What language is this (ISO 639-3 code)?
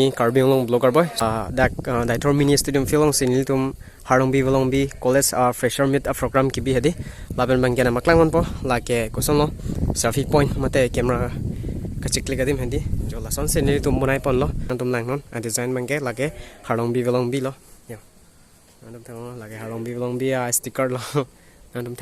mjw